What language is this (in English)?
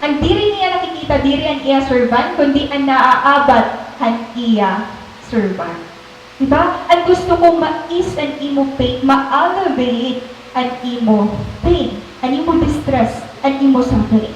Waray